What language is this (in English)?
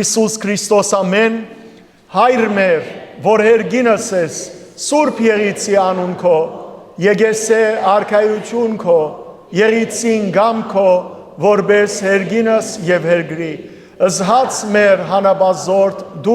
Western Armenian